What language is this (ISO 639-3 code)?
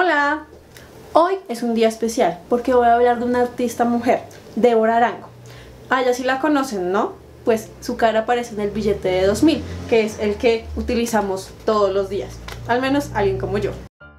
spa